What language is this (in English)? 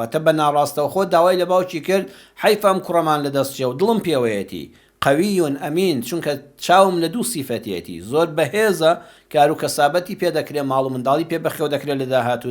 Central Kurdish